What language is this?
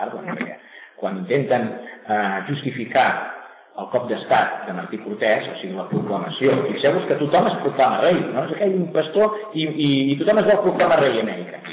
Catalan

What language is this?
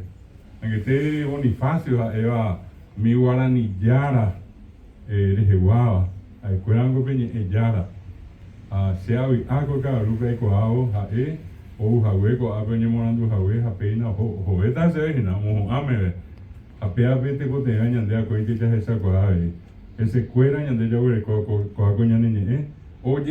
Guarani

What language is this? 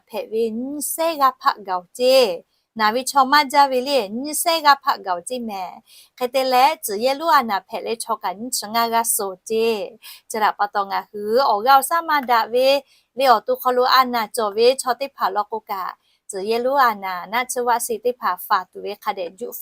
Lahu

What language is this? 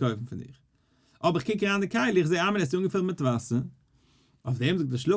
Yiddish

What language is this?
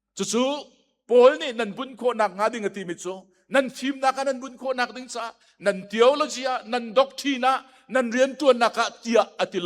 Hakha Chin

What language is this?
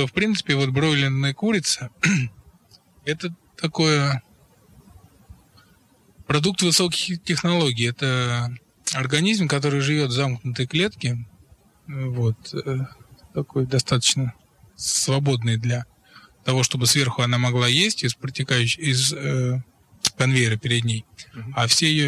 Russian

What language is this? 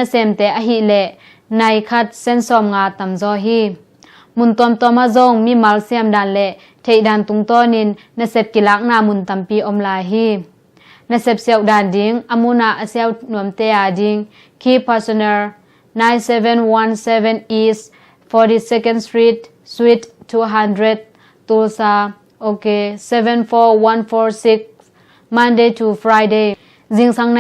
Tedim Chin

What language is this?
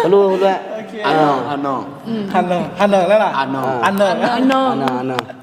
Akha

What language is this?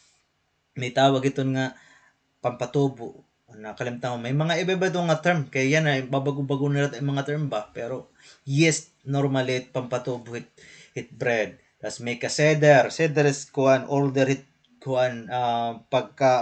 Waray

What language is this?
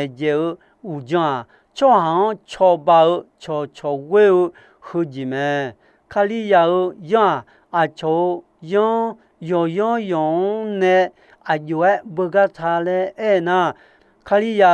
Akha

